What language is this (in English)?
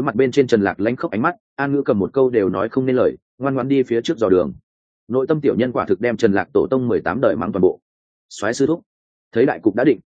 Vietnamese